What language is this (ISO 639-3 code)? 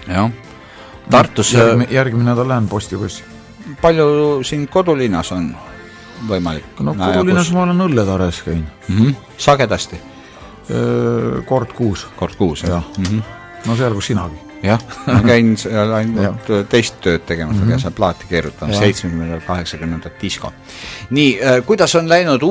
est